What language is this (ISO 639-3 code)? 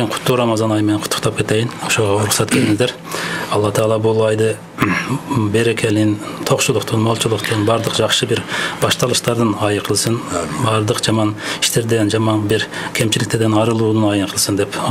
kir